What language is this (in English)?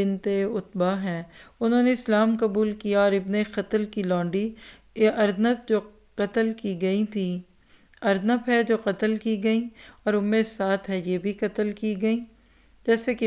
Urdu